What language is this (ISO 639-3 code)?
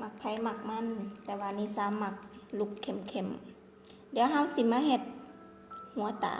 lao